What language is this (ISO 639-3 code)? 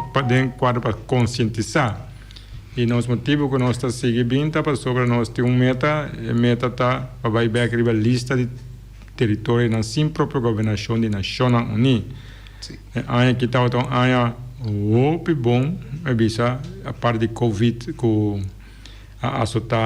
pap